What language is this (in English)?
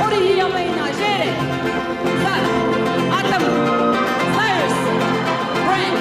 Tahitian